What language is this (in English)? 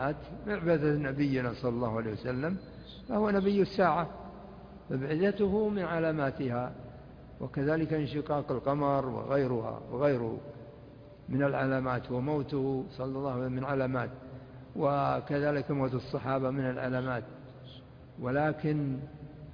Arabic